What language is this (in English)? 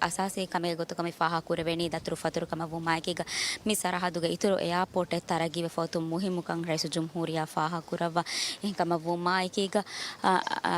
Divehi